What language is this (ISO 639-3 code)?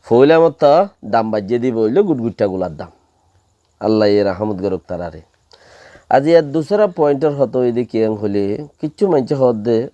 rhg